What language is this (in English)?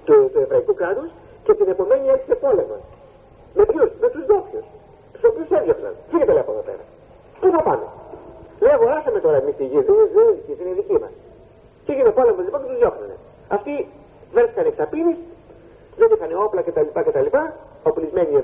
Greek